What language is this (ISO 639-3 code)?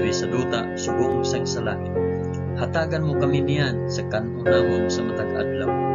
hil